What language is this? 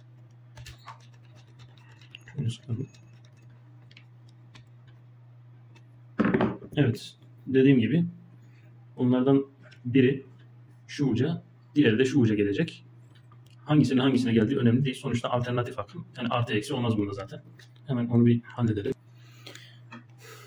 Turkish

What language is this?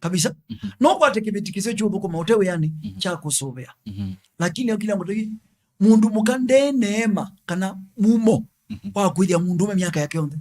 Kamba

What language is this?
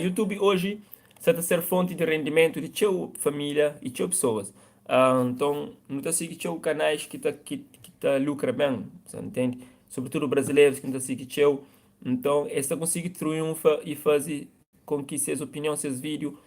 Kabuverdianu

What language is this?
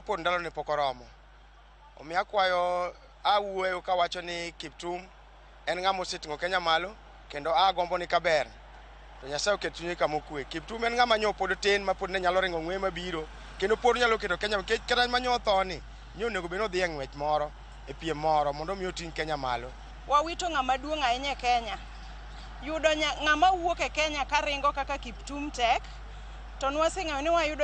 Luo (Kenya and Tanzania)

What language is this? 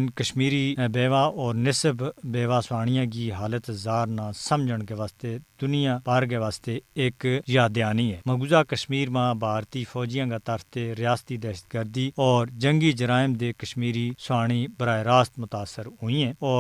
Gujari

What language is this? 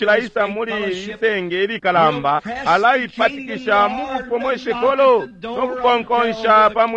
Bemba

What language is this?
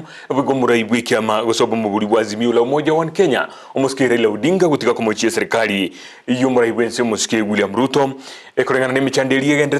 Gusii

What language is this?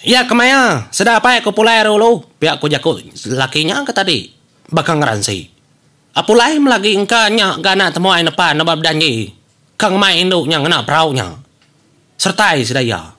Iban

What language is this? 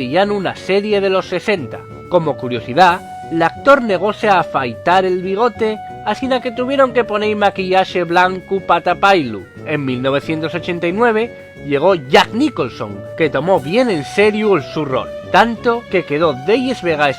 Asturian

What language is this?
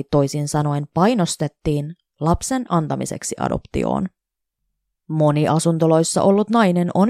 Finnish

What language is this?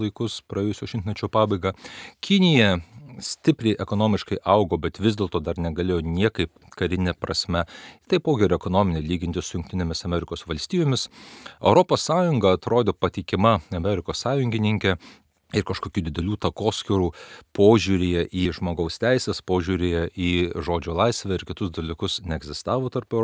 Lithuanian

